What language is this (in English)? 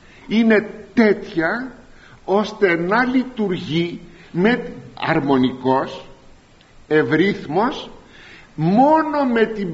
Greek